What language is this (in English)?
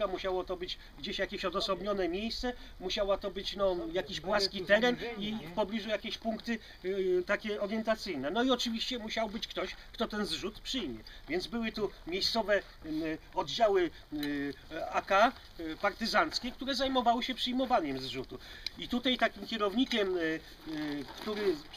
Polish